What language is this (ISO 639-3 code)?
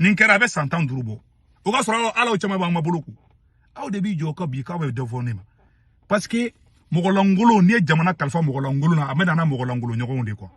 bam